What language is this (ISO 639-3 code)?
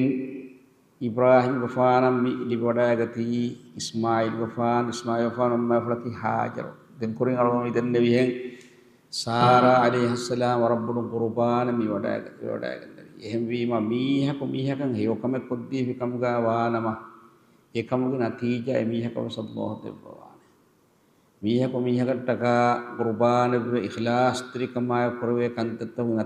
div